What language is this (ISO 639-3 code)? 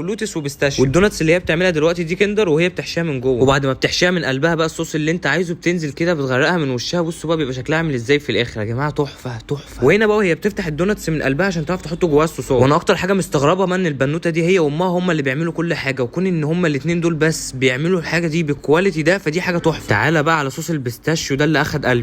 arz